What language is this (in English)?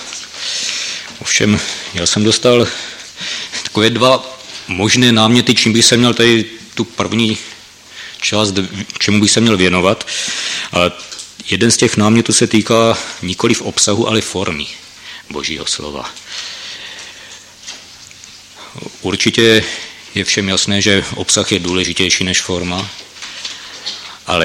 Czech